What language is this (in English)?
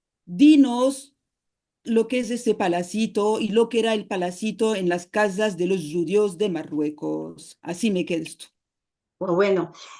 Ladino